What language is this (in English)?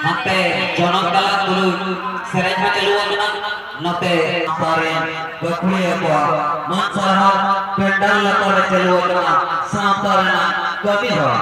Santali